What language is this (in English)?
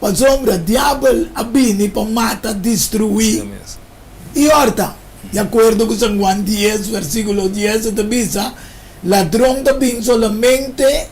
Papiamento